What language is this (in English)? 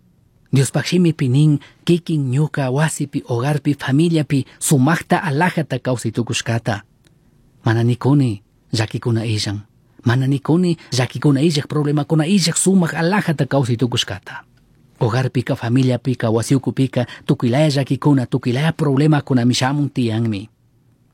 Chimborazo Highland Quichua